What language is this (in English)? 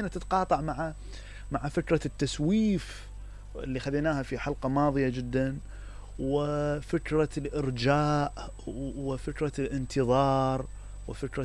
Mesopotamian Arabic